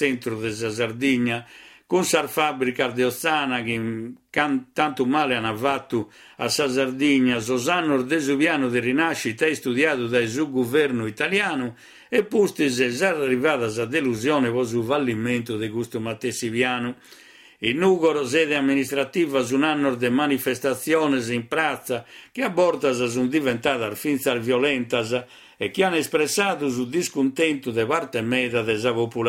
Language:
Sardinian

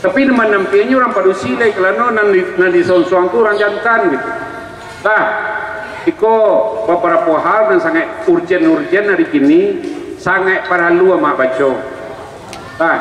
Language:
Minangkabau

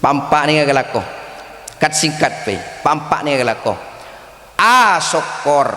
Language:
Madurese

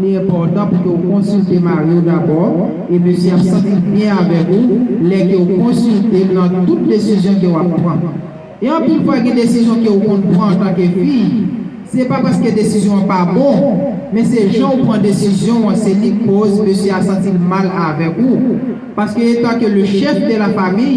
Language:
Haitian Creole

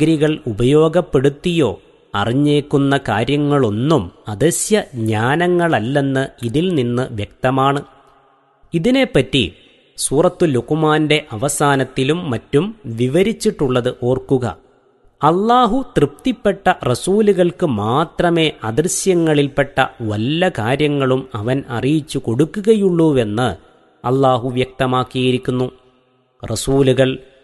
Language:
Malayalam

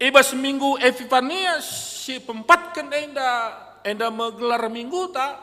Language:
Batak Karo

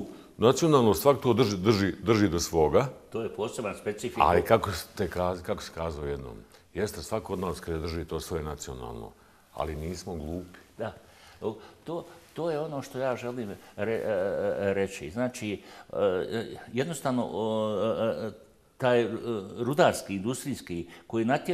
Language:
Bosnian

